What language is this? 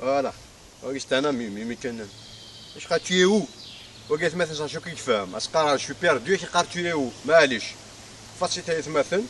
Kabyle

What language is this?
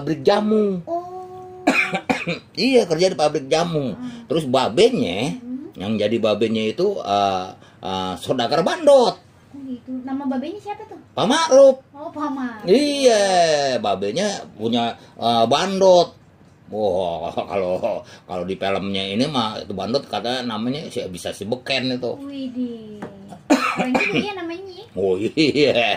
Betawi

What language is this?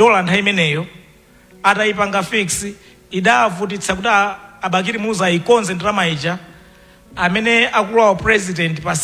Nyanja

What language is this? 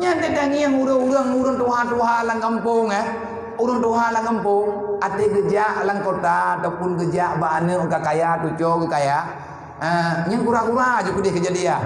Achinese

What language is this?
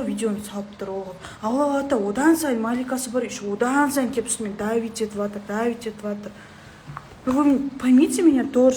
Kazakh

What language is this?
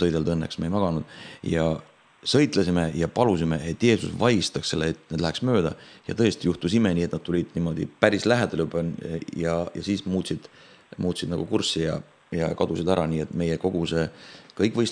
Estonian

